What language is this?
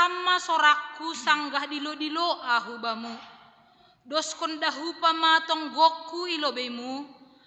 Batak Simalungun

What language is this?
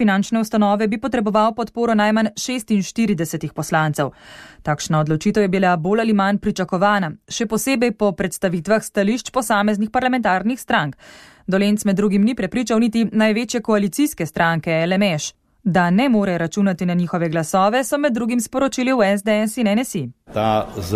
Slovenian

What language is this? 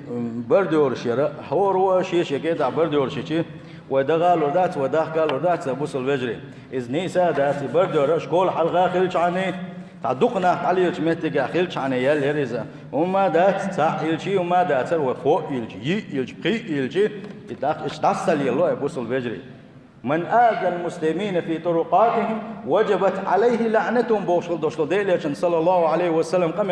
Chechen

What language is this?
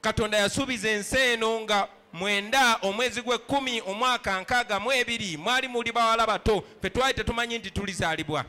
Ganda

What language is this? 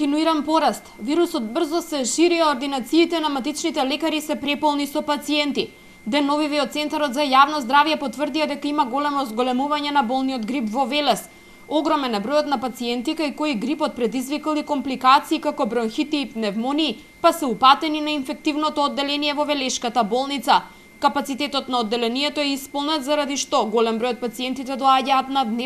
Macedonian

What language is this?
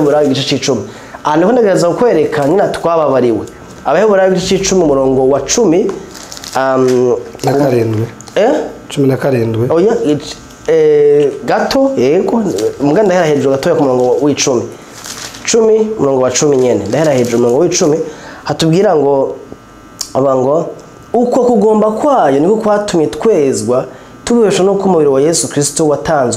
Rundi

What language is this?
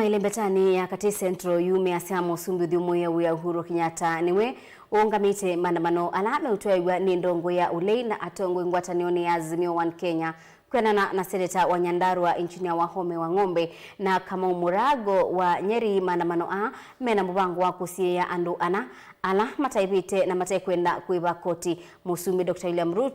Kamba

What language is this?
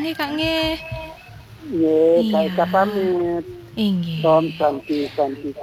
Balinese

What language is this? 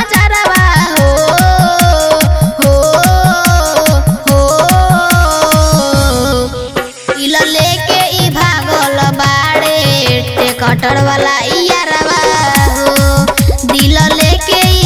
Bhojpuri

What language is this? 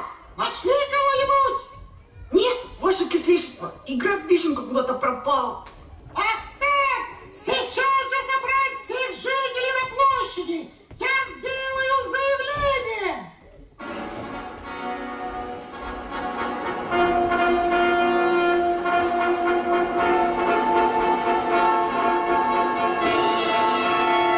Russian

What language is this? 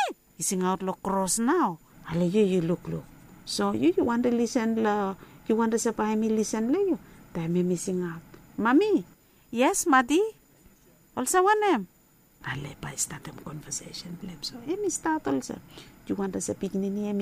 Bislama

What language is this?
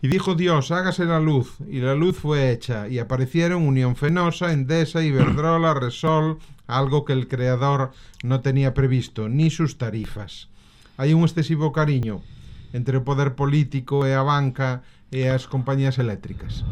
Galician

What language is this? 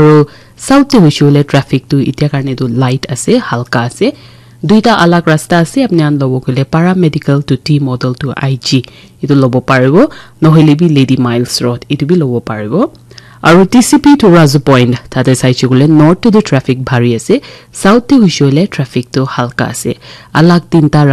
Naga Pidgin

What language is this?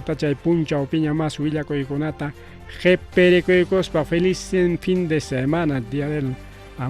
Ayacucho Quechua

